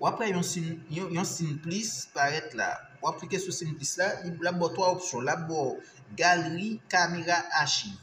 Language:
Haitian Creole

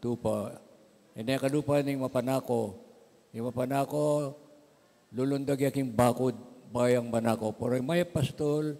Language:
Pampanga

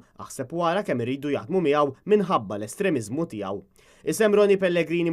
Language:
Maltese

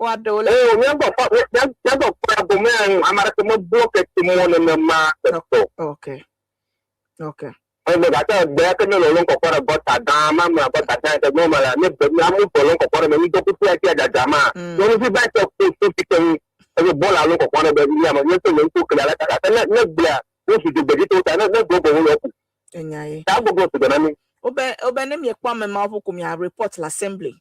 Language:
Ewe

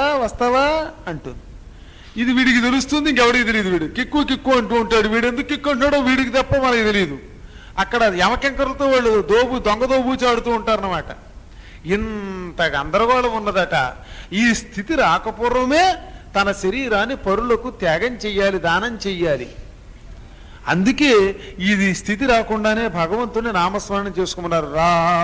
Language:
Telugu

